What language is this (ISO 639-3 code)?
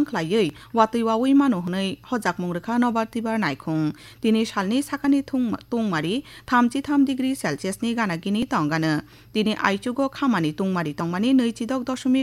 trp